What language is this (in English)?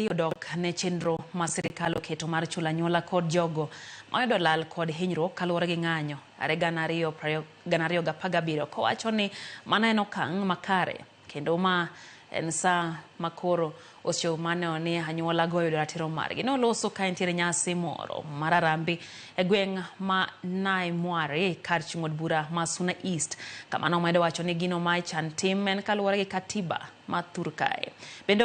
Luo (Kenya and Tanzania)